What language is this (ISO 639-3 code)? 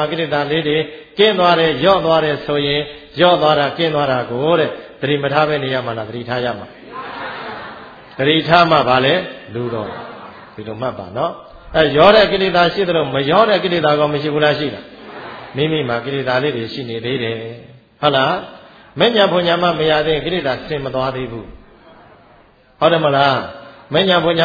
mya